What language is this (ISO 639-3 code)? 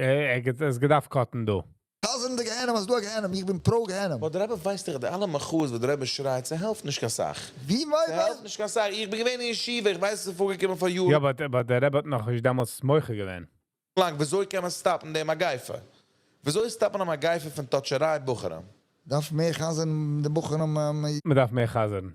yid